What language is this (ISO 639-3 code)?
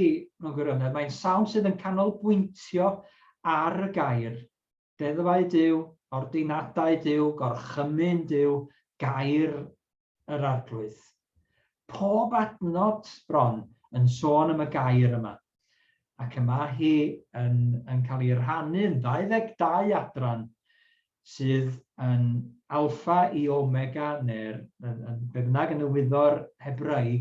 cym